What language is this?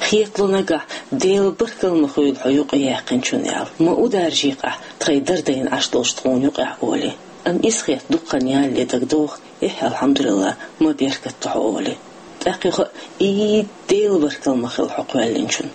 Chechen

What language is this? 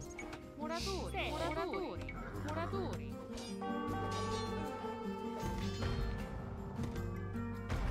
Italian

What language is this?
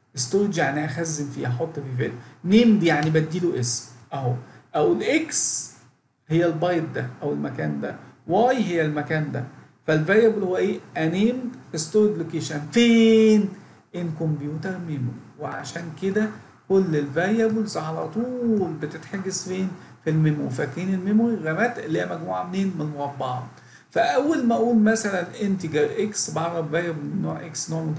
Egyptian Arabic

